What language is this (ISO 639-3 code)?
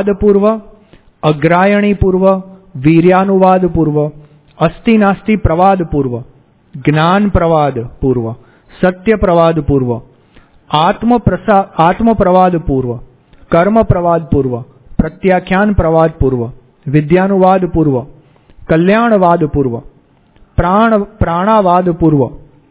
guj